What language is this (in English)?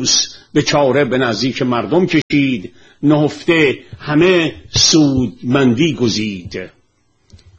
Persian